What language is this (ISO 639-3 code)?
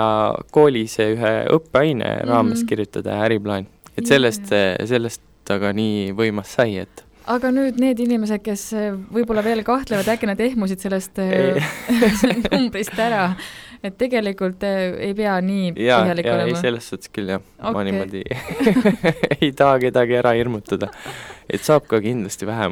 est